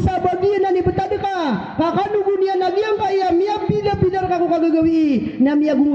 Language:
Maranao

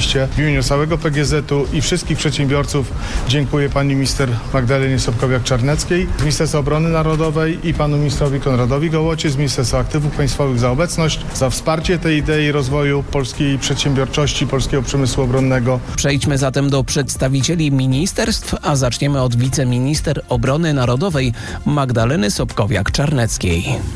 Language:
Polish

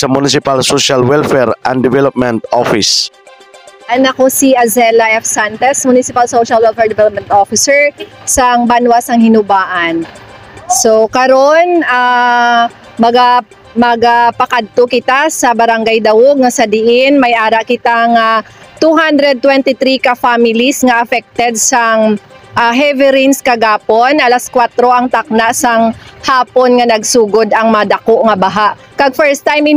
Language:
Hiligaynon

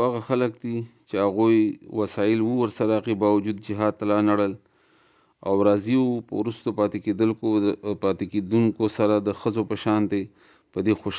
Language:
Pashto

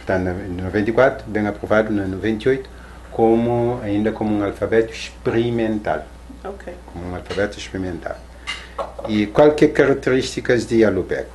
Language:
Kabuverdianu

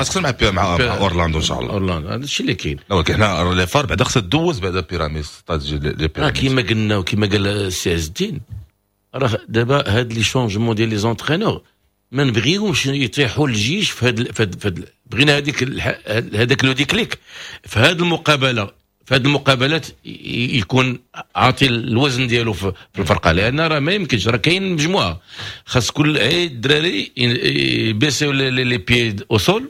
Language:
Moroccan Arabic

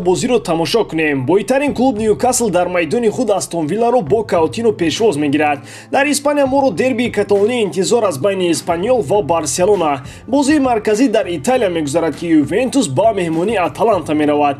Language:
Tajik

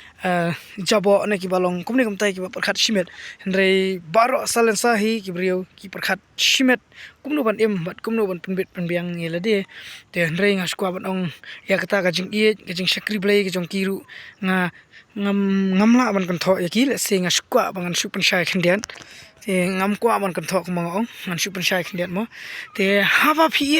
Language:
Khasi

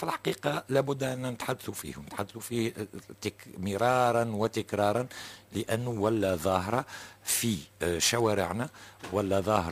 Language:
Tunisian Arabic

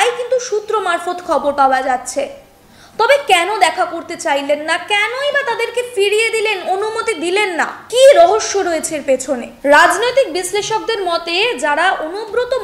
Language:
Bangla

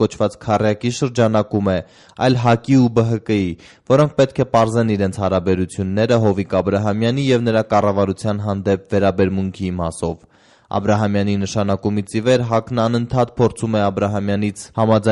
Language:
Armenian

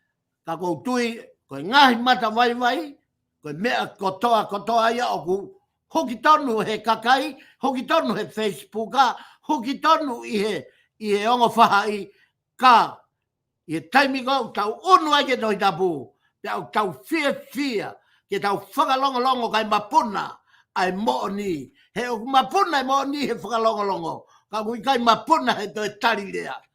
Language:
Tongan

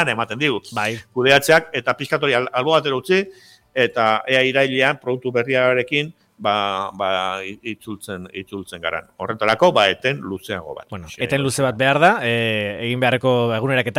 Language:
Basque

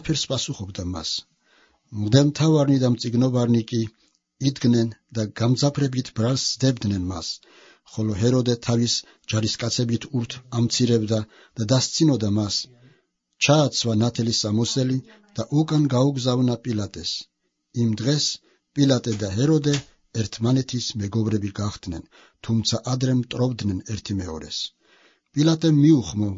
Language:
Georgian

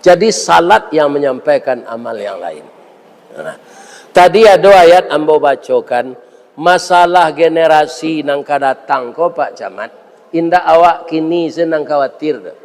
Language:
Minangkabau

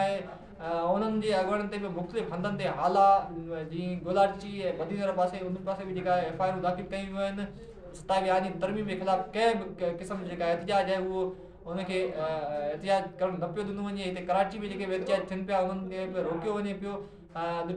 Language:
Sindhi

